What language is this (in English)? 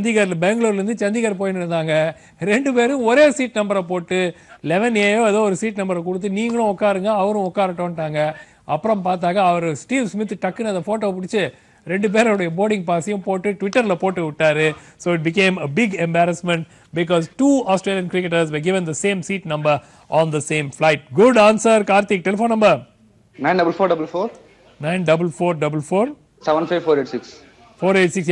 Tamil